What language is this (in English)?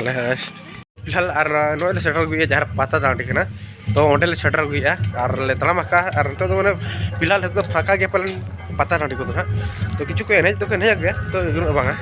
Santali